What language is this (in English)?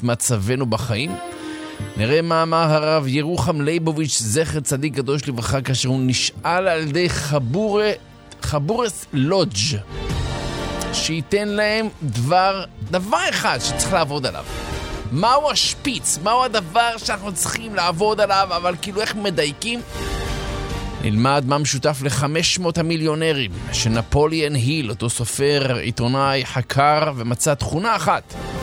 Hebrew